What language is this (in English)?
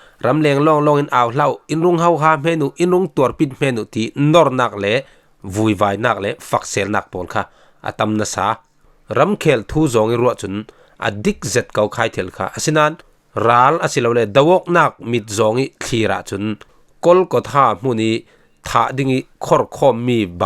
Falam Chin